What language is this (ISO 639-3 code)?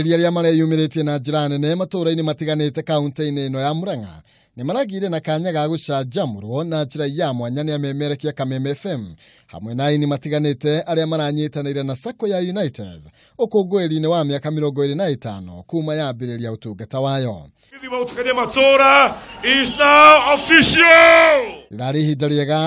kik